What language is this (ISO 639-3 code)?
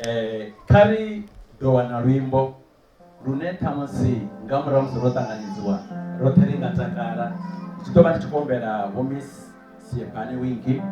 ven